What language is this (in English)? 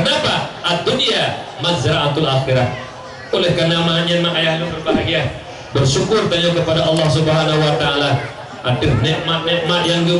Achinese